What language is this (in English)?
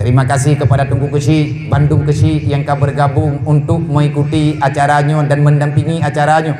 Achinese